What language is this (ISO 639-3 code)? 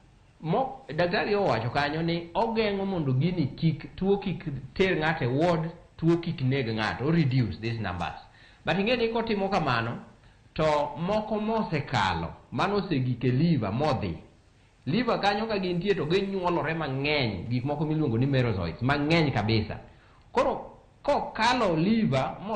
luo